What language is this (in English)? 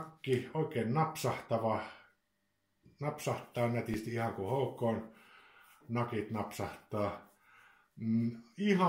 Finnish